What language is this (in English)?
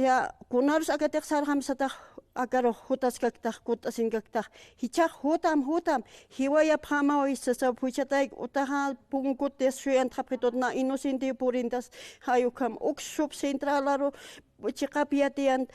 Aymara